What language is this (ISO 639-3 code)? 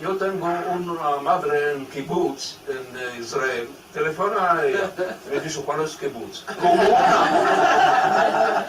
lad